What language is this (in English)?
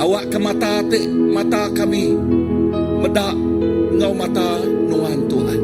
Iban